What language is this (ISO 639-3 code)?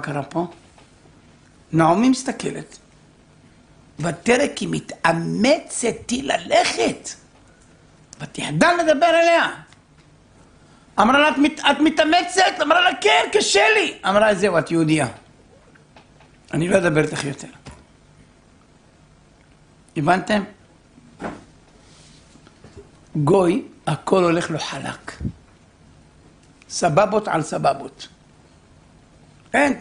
heb